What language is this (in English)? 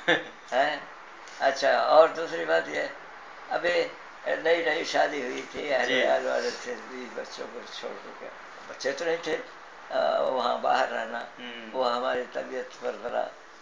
Urdu